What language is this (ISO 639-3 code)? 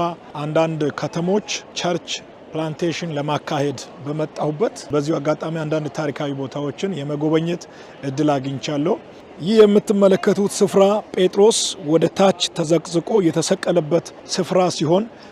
amh